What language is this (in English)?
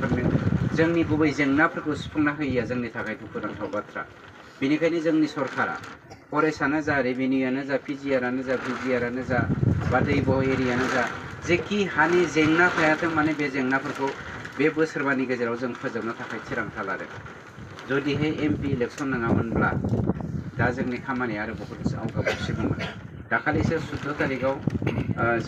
Bodo